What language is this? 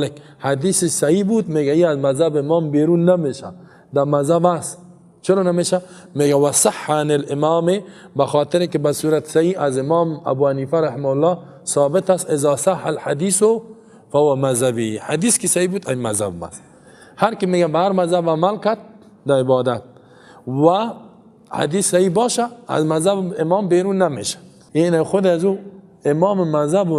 Persian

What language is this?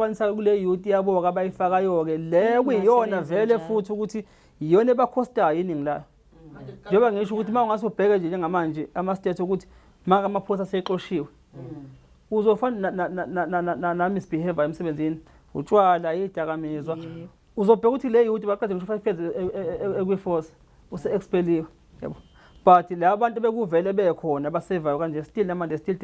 Zulu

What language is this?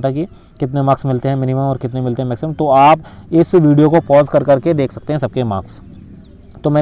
Hindi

